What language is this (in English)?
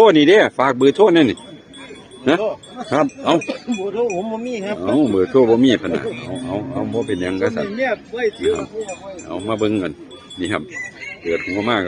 Northeastern Thai